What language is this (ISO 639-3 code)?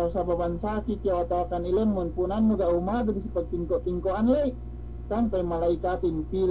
yka